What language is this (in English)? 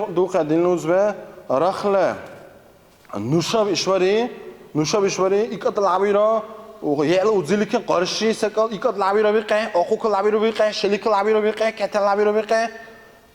Dargwa